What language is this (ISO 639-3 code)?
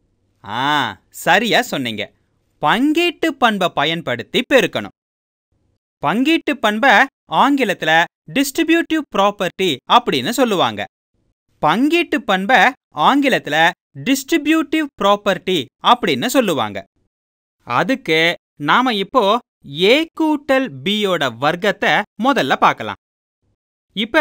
tam